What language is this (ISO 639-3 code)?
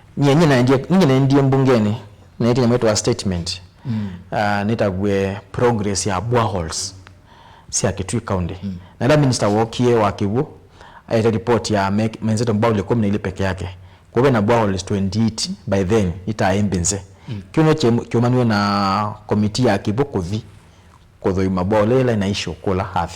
kam